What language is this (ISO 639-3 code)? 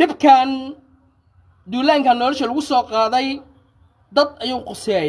som